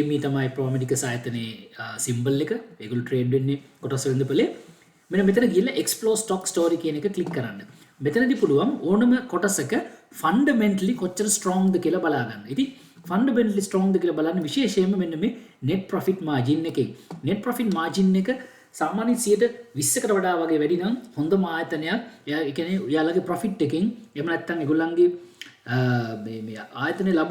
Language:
Sinhala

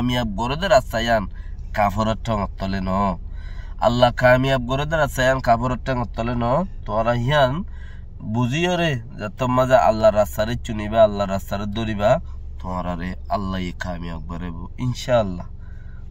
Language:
Rohingya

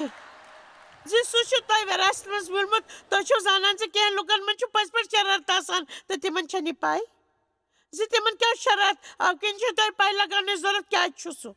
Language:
Kashmiri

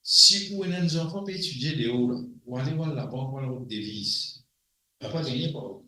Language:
Morisyen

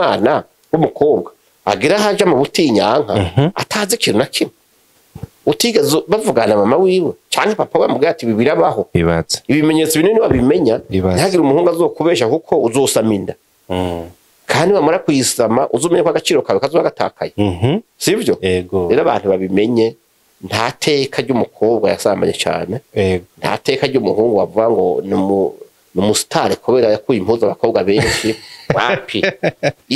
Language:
Rundi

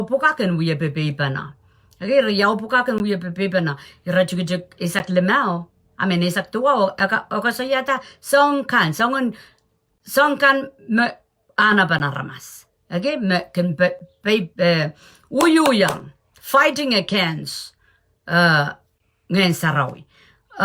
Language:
Pohnpeian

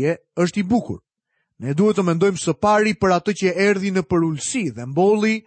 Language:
Albanian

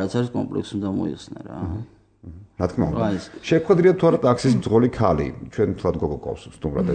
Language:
Georgian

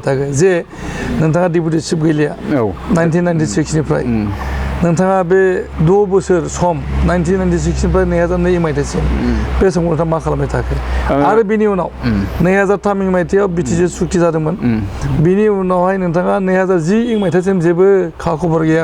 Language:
Bodo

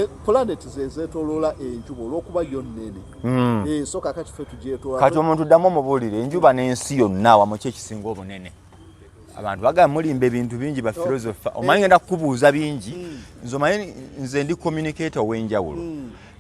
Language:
Ganda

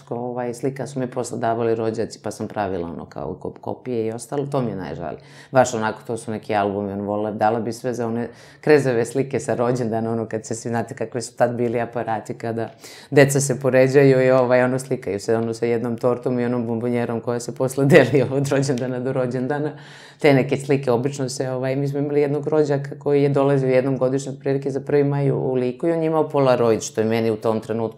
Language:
Serbian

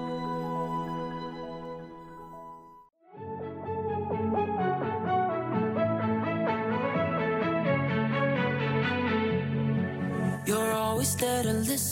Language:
Norwegian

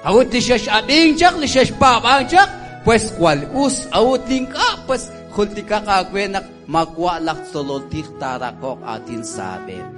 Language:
Kekchí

